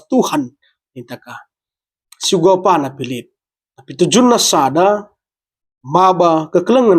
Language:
Batak Karo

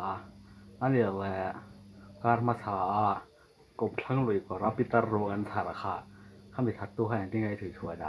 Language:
Mizo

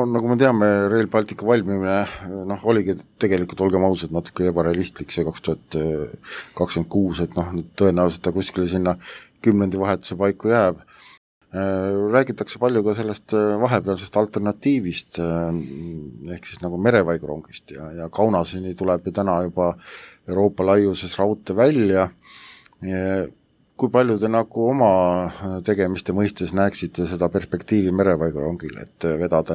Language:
Estonian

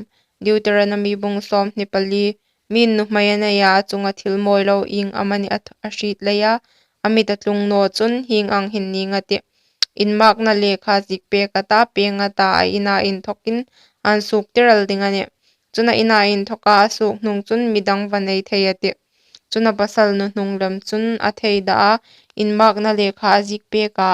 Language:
Hmar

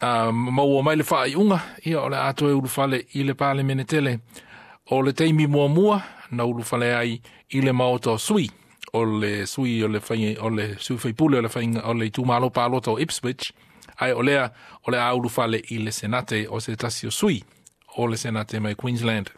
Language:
Samoan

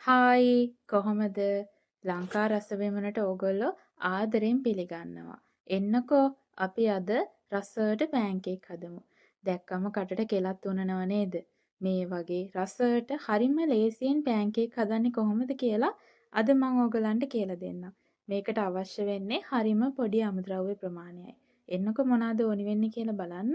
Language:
Sinhala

